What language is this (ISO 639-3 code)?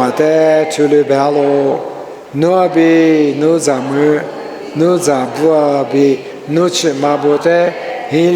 lis